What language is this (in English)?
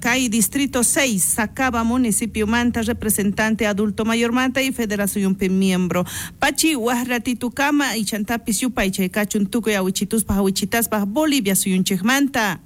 South Bolivian Quechua